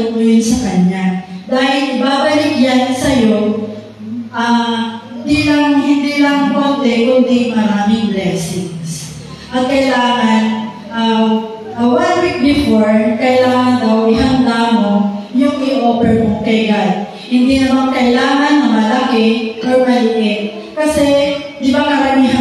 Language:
Filipino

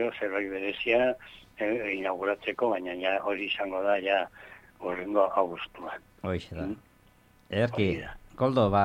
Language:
Basque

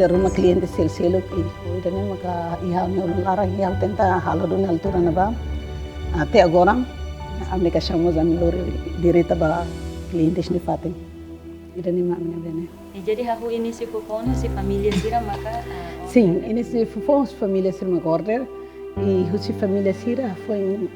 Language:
Tetum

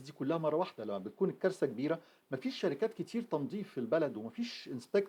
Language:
Egyptian Arabic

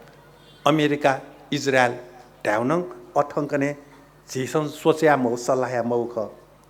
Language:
Newari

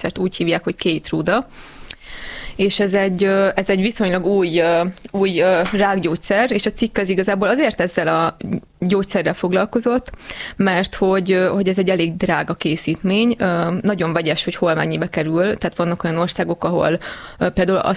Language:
Hungarian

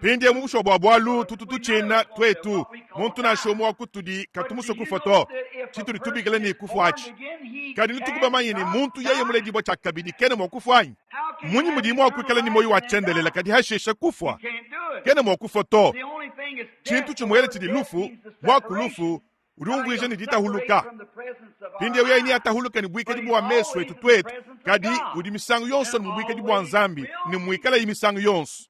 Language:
Luba-Lulua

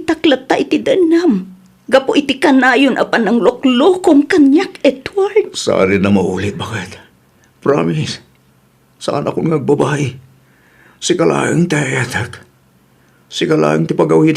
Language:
Iloko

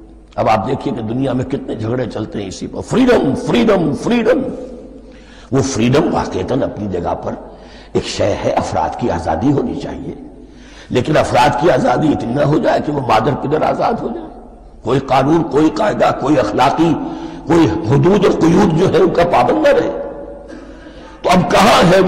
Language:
Urdu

